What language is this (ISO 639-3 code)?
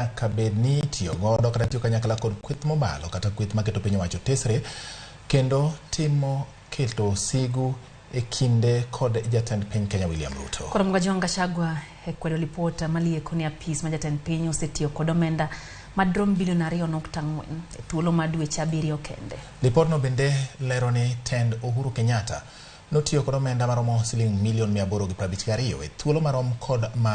luo